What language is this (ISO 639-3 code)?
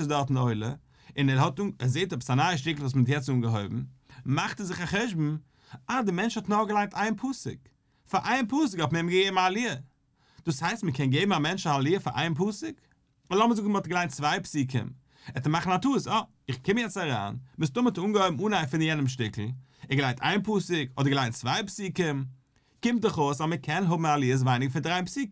yid